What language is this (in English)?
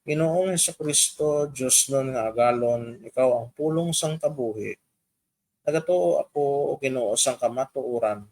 Hiligaynon